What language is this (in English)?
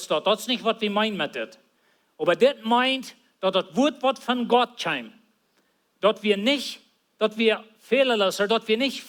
Plautdietsch